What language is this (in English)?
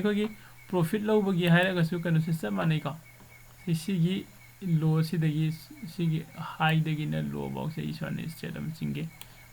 Manipuri